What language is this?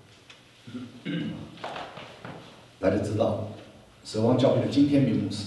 Chinese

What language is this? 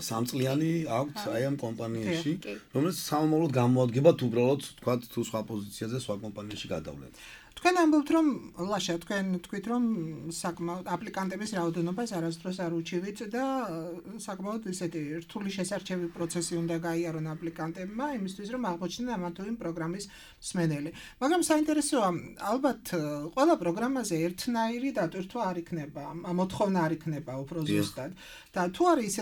Georgian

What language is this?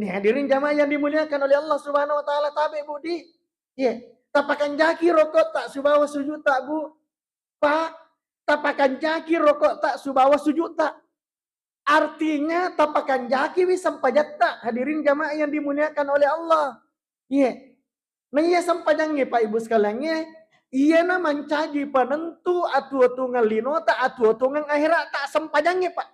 Buginese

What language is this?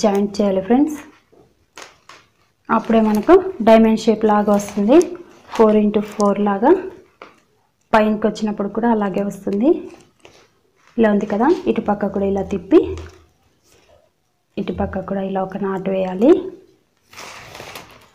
Telugu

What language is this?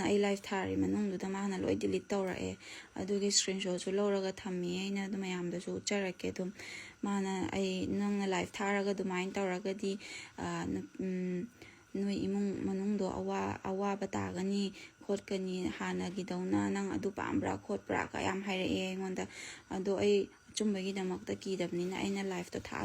Manipuri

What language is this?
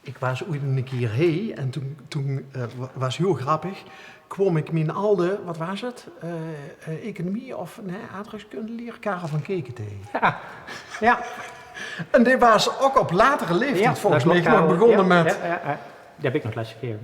Limburgish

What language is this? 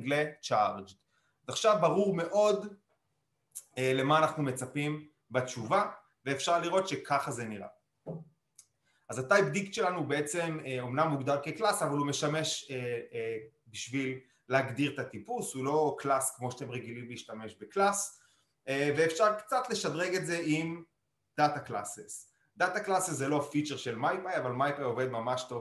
Hebrew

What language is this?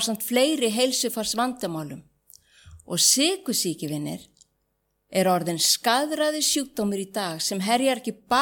Icelandic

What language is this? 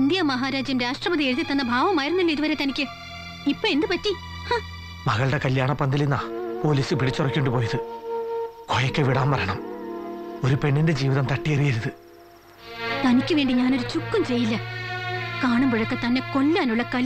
Malayalam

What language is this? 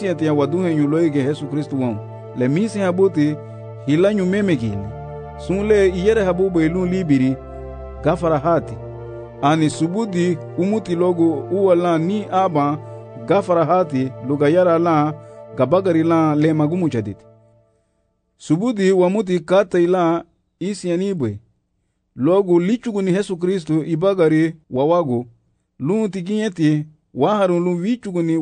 Garifuna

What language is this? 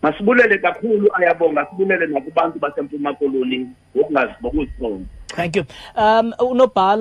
Xhosa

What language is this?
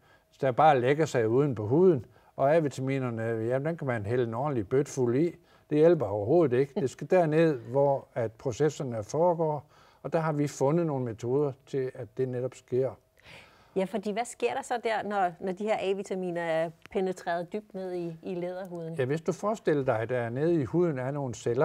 Danish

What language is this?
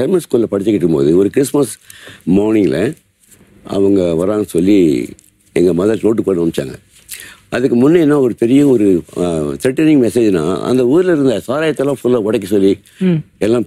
Tamil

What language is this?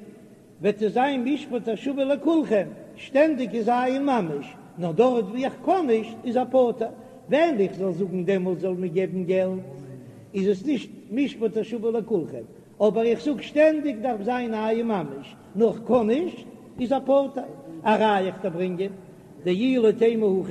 Yiddish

